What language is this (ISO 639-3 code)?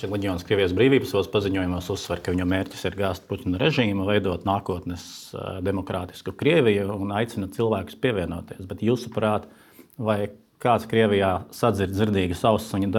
lav